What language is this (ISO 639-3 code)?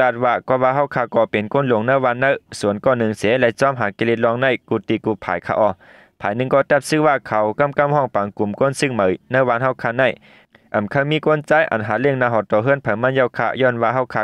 shn